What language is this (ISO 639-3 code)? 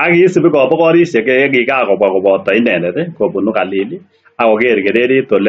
kln